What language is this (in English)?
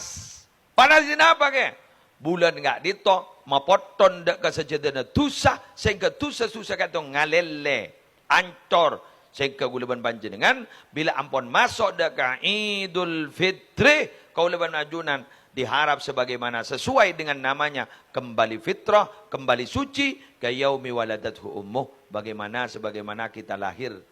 Madurese